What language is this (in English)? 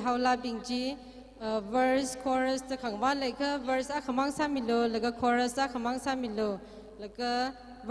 Tangkhul Naga (India)